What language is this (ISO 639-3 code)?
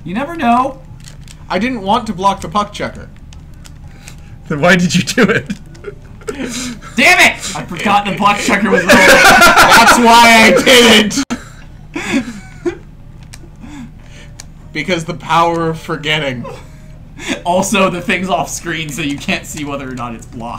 eng